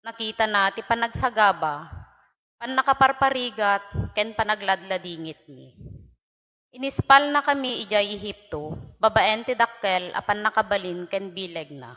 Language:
Iloko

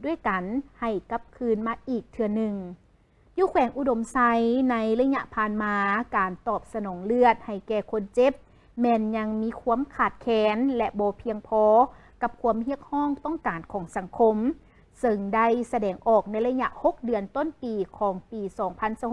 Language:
Lao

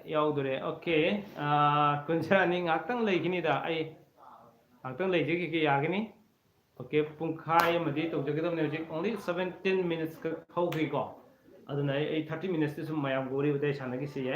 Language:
Manipuri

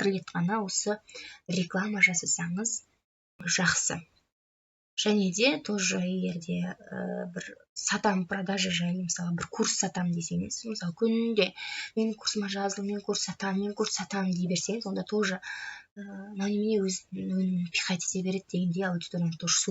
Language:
Kazakh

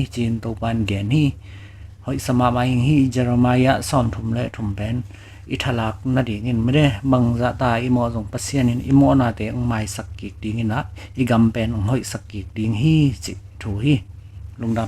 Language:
Tedim Chin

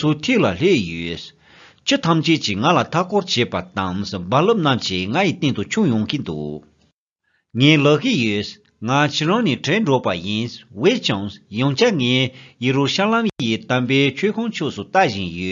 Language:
Tibetan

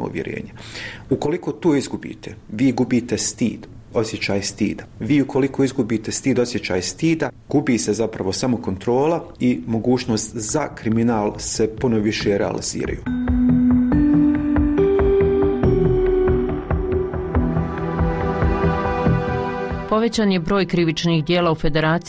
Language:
Bosnian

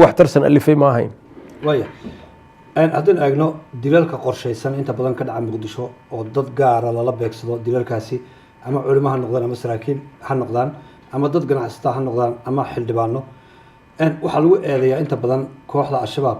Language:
Somali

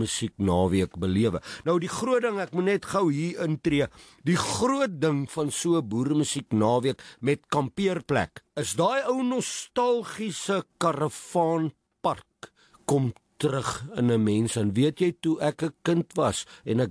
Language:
Afrikaans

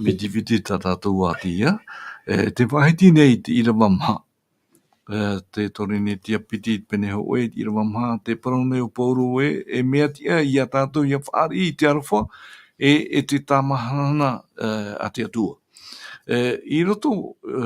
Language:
Tahitian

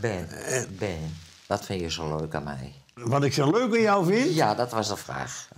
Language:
Western Frisian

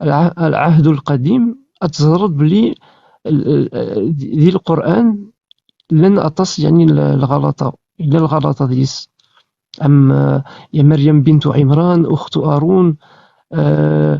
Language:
Kabyle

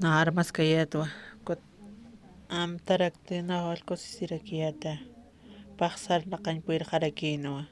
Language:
Aymara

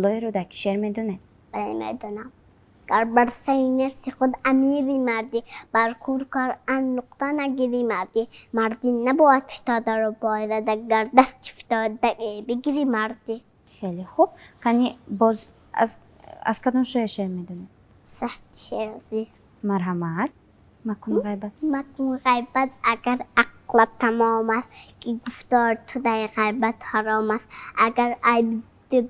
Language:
Tajik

